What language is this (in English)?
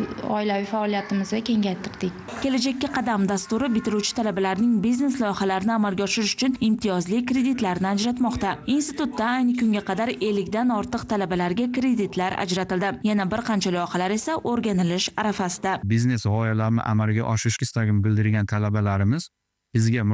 Uzbek